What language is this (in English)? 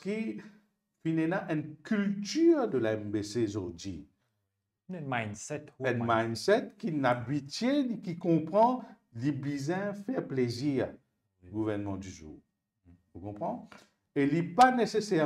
Morisyen